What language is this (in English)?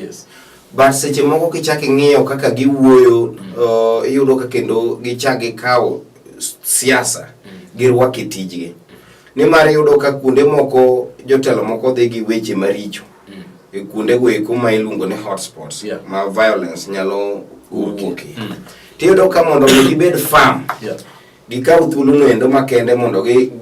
Luo (Kenya and Tanzania)